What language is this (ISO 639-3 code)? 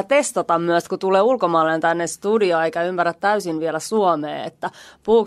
fin